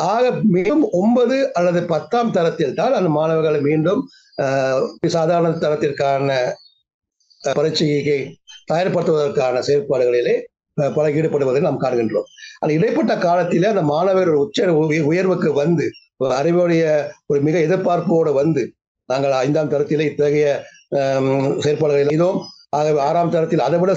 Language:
Tamil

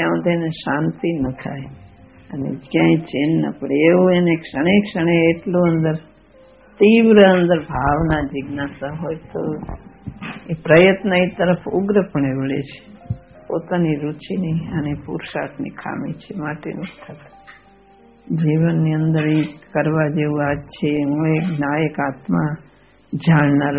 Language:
Gujarati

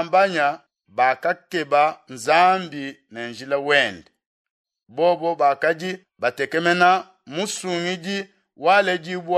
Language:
Luba-Lulua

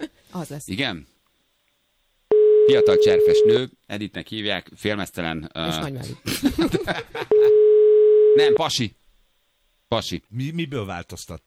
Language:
Hungarian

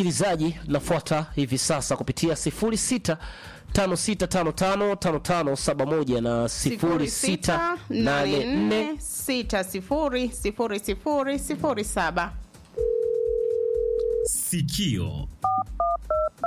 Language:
Swahili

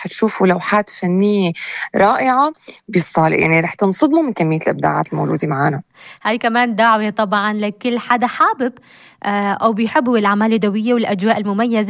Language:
North Levantine Arabic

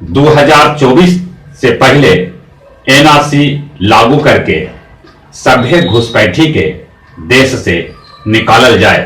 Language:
Magahi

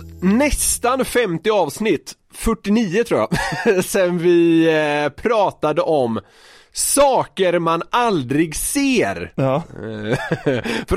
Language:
Swedish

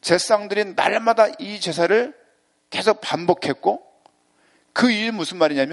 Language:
Korean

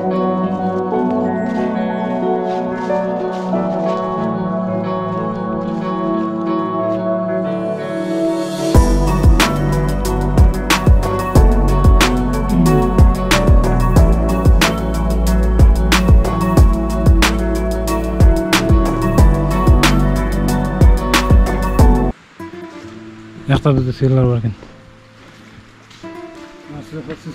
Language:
Kazakh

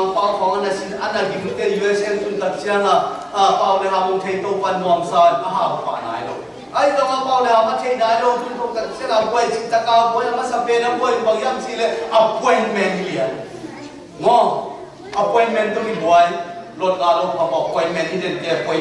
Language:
Tedim Chin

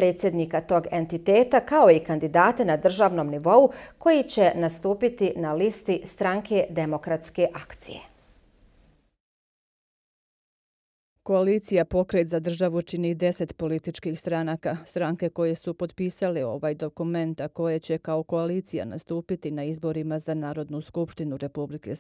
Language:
Bosnian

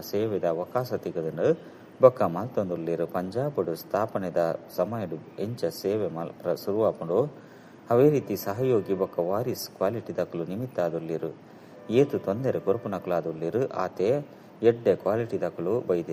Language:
Tulu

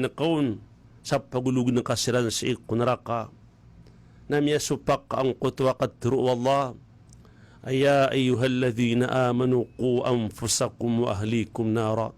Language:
Maranao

